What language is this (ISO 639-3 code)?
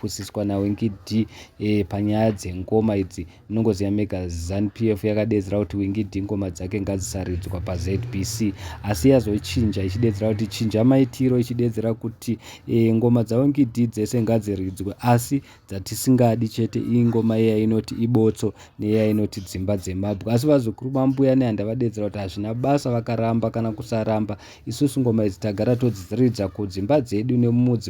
sna